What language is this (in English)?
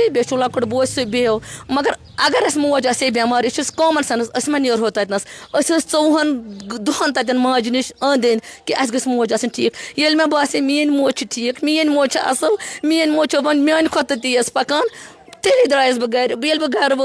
Kashmiri